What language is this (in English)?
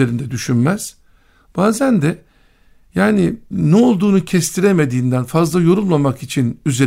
Turkish